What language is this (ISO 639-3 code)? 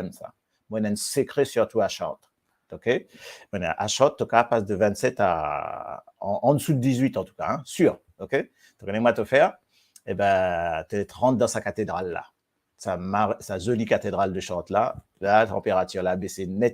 mfe